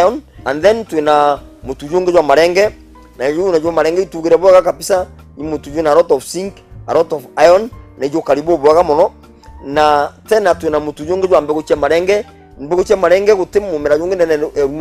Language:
Meru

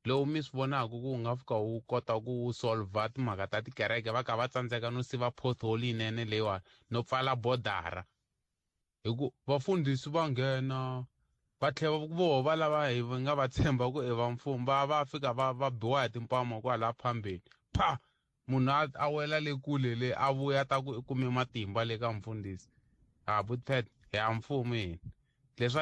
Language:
Tsonga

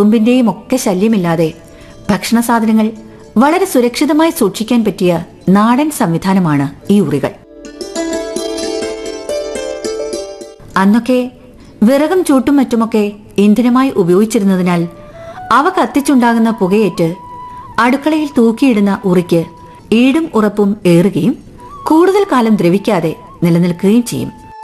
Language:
Malayalam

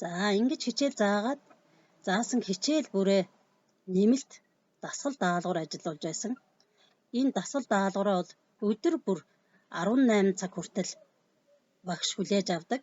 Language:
Mongolian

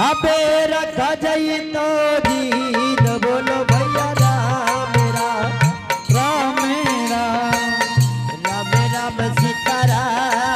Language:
Angika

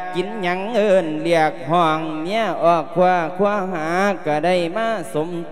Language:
Lao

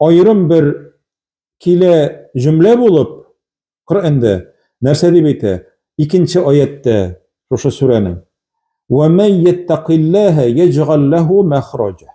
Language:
Tatar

